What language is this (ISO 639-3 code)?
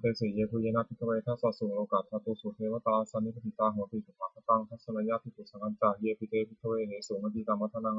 pli